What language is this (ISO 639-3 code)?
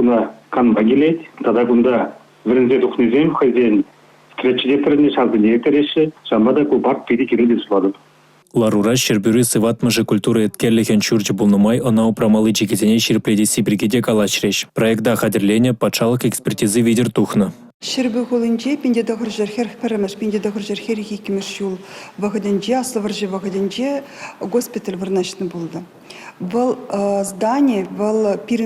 chv